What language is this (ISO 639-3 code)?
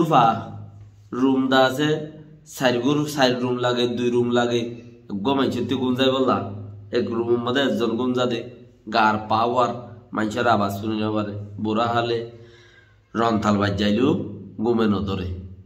rhg